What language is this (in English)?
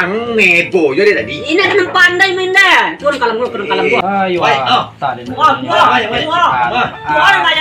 Minangkabau